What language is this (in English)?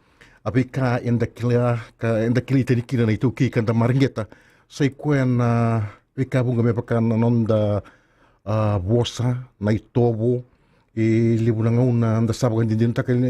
Fijian